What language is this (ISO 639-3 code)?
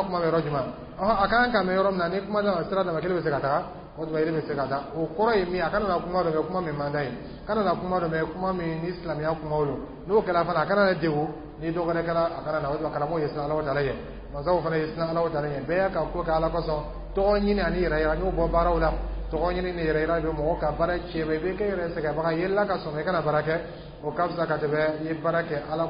dyu